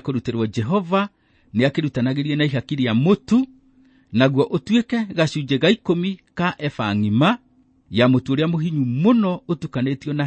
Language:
Kikuyu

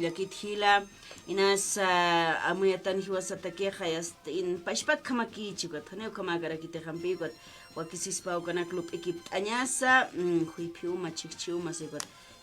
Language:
Aymara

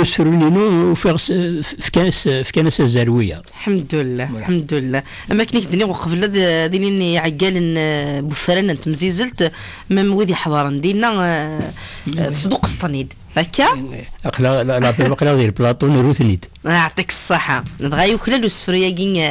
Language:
Kabyle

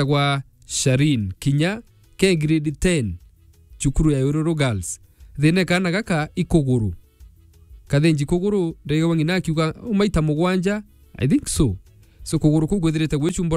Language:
Meru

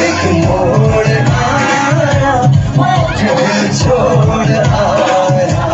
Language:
Chhattisgarhi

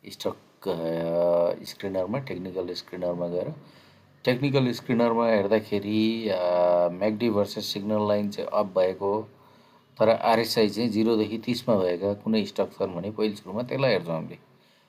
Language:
Nepali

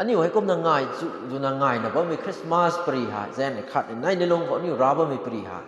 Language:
Rongmei Naga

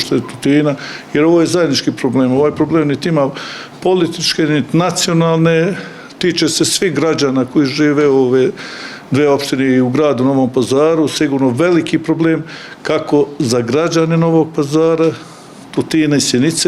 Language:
Bosnian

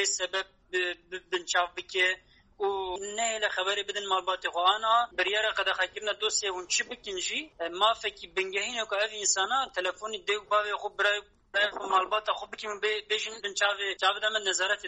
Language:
Kurdish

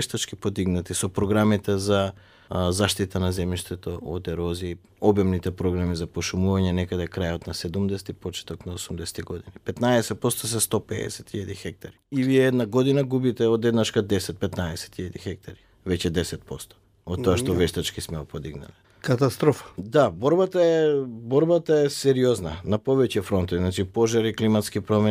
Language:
Macedonian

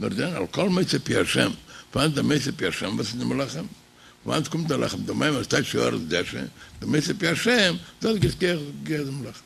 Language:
Yiddish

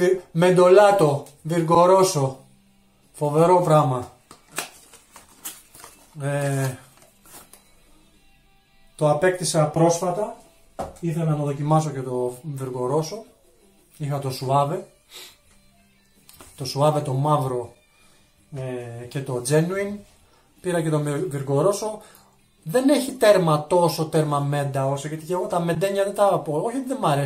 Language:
Greek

